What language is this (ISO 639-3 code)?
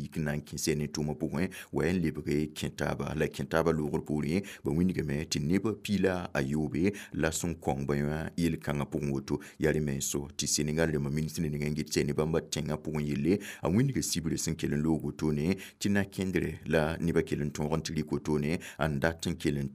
mos